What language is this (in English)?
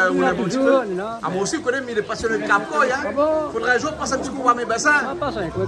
Réunion Creole French